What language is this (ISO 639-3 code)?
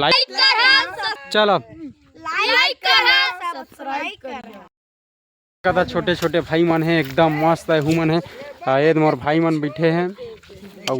hne